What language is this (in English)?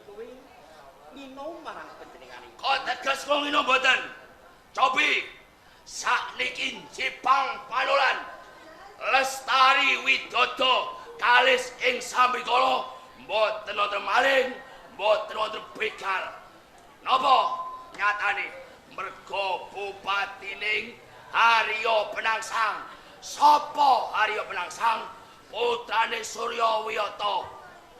Javanese